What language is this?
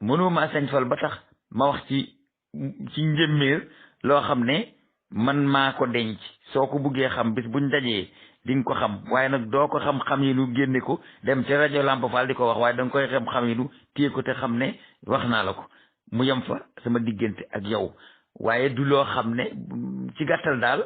Wolof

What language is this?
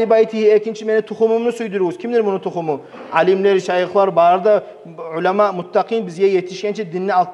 Kumyk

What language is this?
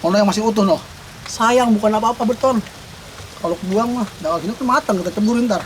Betawi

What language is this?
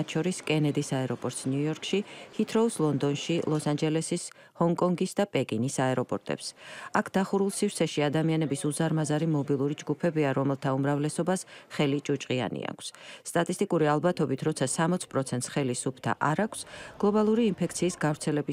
Georgian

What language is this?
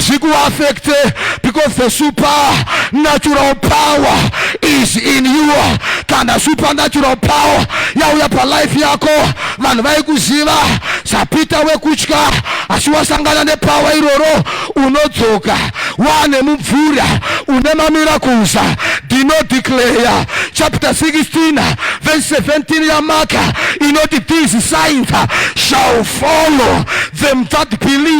Shona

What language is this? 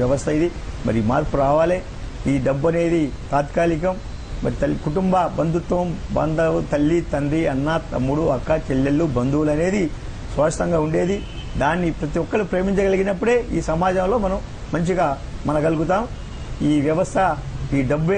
Telugu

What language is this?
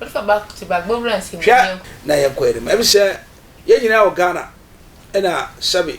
Akan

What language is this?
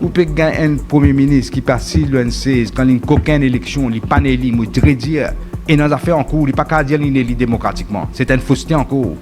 Morisyen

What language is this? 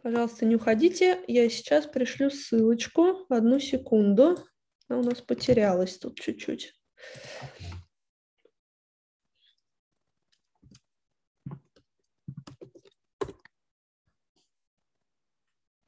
Russian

